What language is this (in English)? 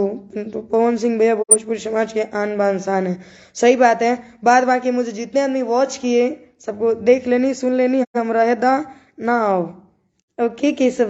Bhojpuri